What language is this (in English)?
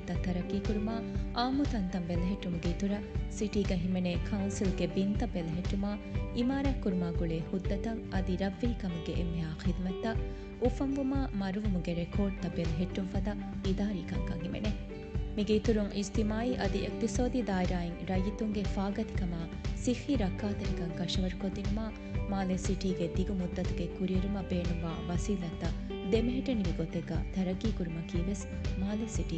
Divehi